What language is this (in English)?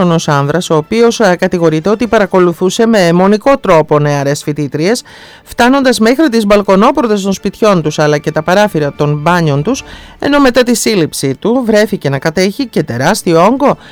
Greek